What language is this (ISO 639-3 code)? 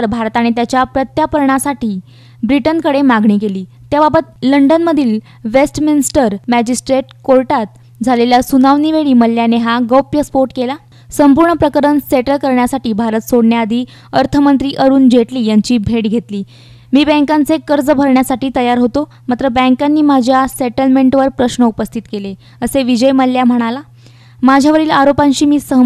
mar